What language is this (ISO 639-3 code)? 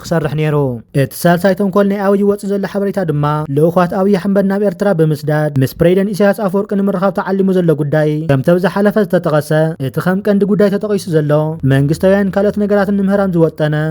tir